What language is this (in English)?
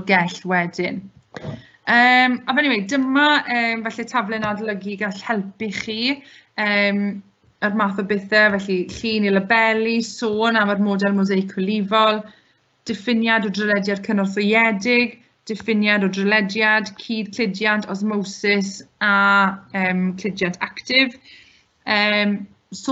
Welsh